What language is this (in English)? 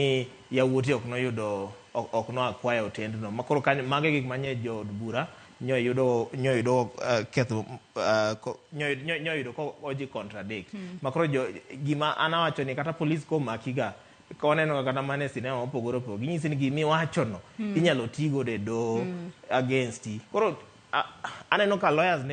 Luo (Kenya and Tanzania)